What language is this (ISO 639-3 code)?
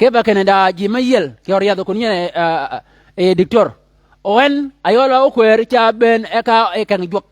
shk